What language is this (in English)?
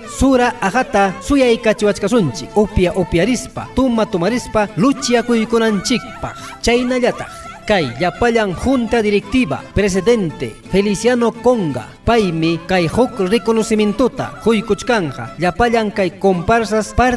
Ayacucho Quechua